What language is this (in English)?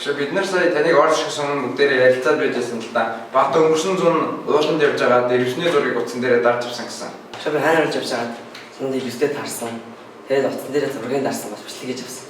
Mongolian